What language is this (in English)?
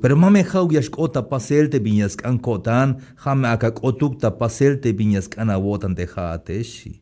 Tzeltal